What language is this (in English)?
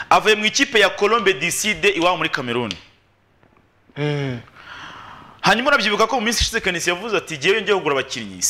Kinyarwanda